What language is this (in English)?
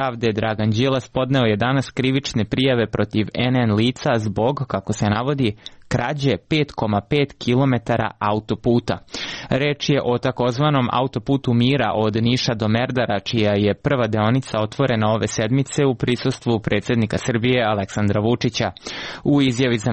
Serbian